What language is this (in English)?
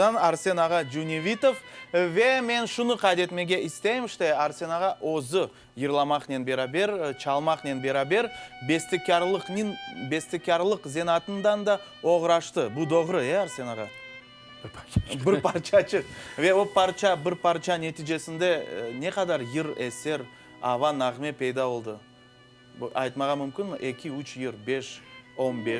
Crimean Tatar